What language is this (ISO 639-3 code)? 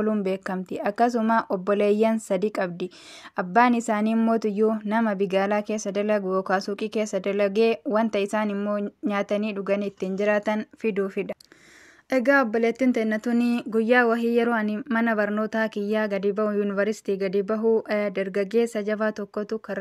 orm